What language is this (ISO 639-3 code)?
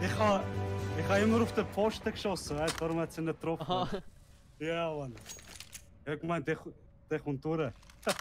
gsw